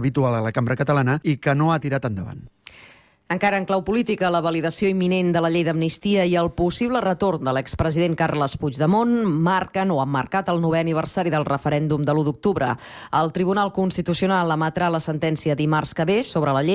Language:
Catalan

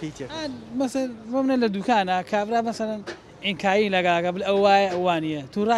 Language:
Central Kurdish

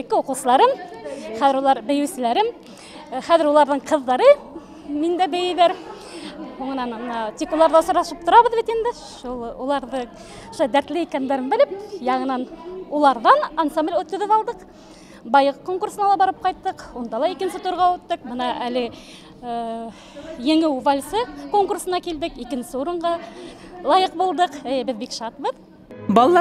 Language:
Bashkir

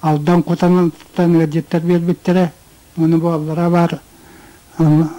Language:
Yakut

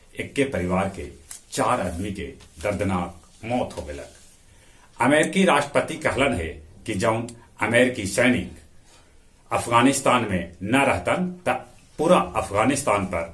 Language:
Magahi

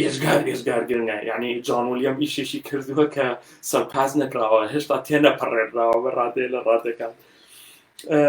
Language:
Central Kurdish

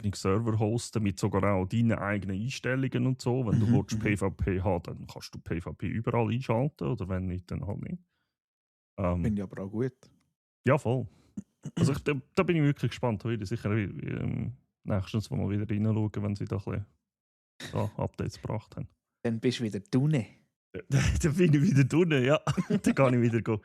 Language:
Swiss German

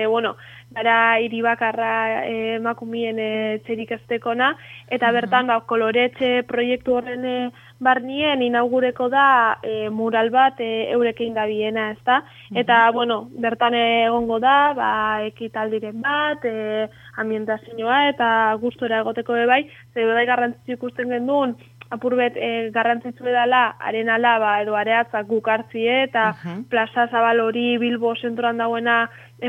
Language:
Basque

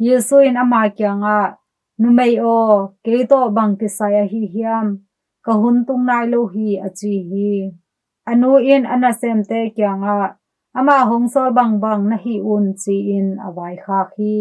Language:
Tedim Chin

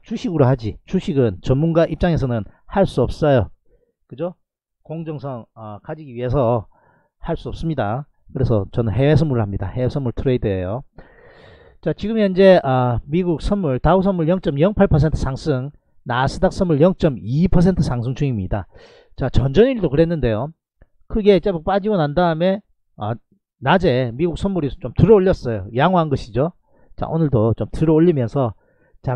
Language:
Korean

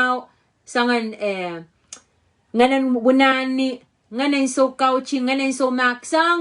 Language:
Pohnpeian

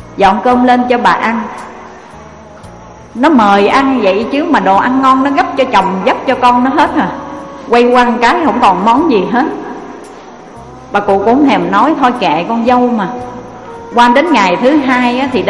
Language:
Vietnamese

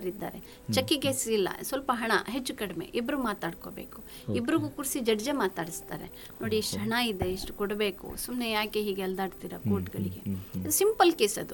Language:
Kannada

